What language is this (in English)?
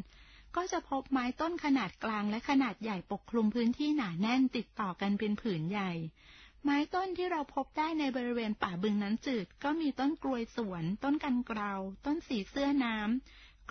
Thai